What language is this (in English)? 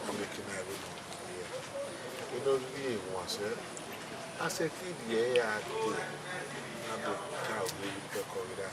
Bini